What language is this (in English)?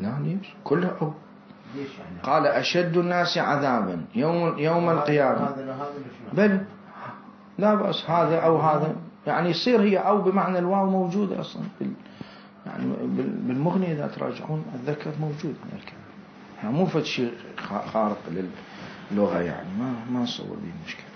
Mesopotamian Arabic